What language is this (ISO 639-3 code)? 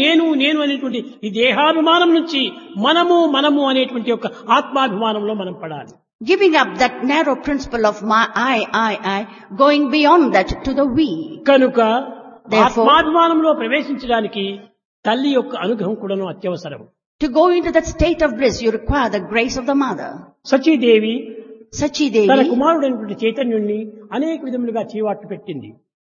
tel